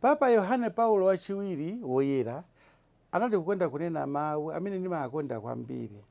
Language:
Nyanja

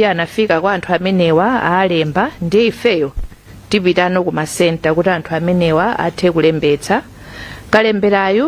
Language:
Nyanja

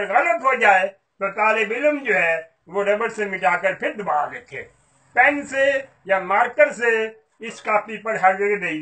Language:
Urdu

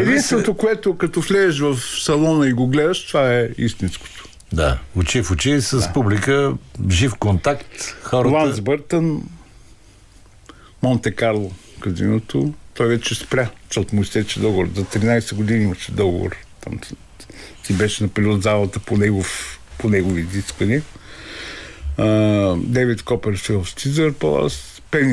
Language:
Bulgarian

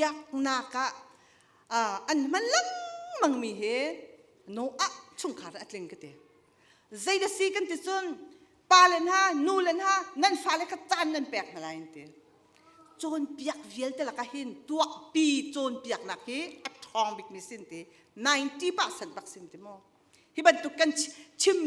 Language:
Hakha Chin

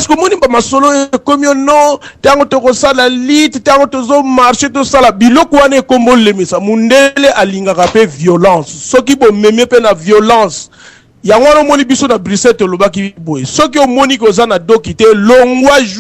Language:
Lingala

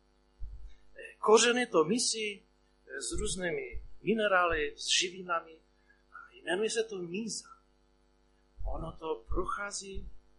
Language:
Czech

